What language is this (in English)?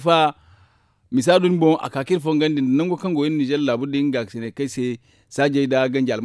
Zarma